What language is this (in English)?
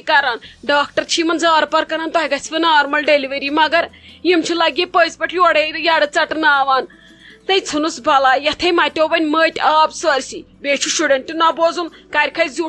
Kashmiri